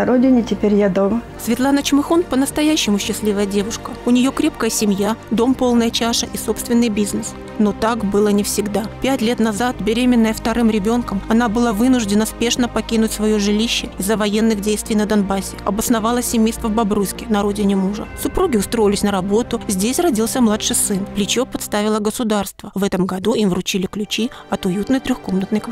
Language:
Russian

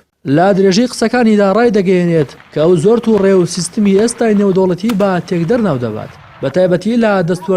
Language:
Central Kurdish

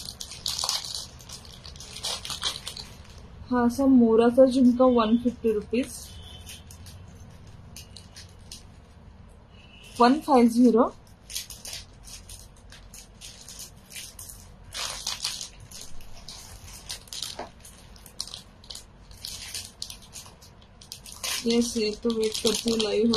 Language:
Marathi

